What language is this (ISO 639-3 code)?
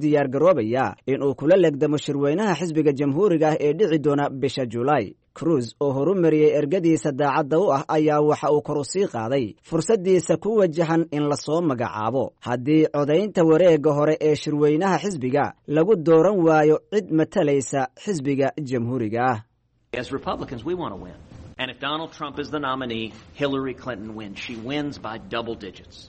som